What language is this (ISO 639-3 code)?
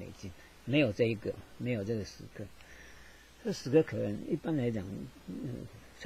zho